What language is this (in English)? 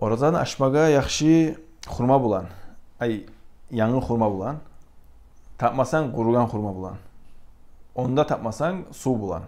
Kumyk